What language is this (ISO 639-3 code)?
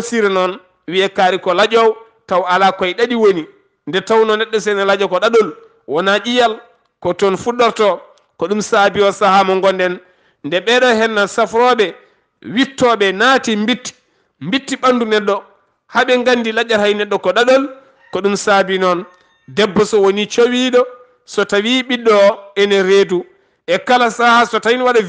ful